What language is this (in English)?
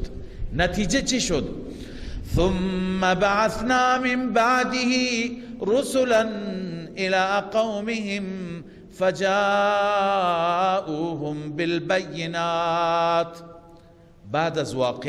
Persian